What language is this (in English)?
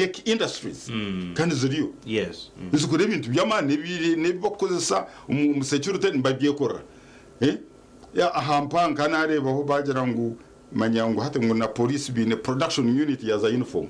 Nyankole